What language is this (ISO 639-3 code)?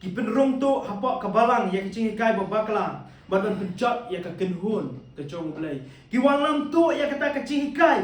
kha